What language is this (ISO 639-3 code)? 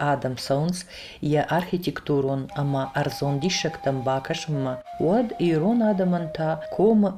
oss